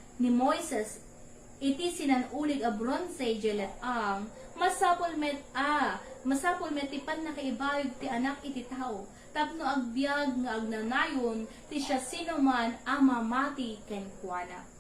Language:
Iloko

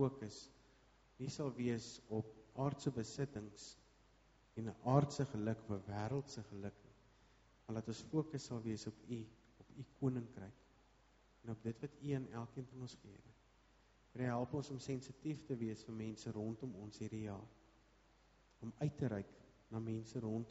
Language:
Afrikaans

